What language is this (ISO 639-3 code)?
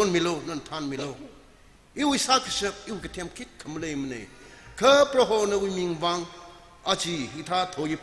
nmf